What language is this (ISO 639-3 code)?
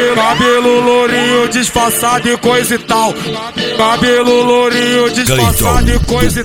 por